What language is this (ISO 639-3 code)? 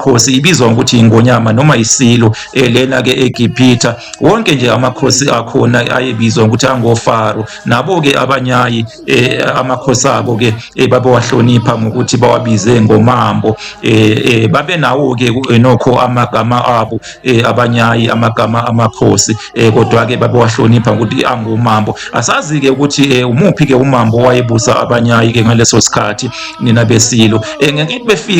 zul